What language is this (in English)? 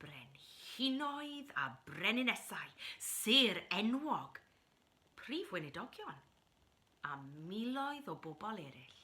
Welsh